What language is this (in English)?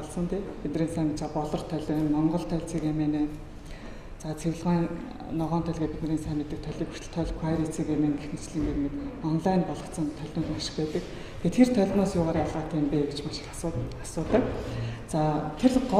Mongolian